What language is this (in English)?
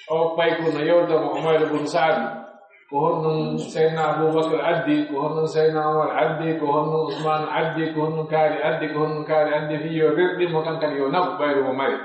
Pular